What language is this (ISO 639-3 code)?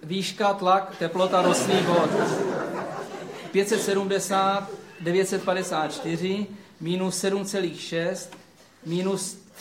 ces